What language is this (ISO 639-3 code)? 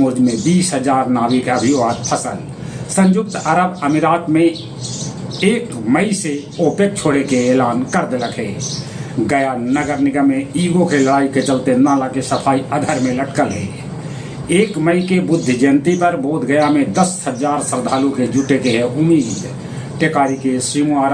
mag